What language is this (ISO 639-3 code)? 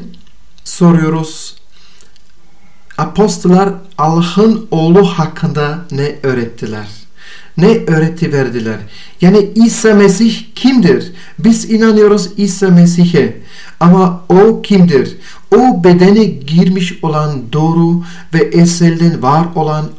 tur